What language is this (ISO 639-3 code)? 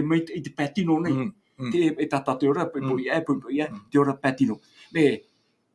tah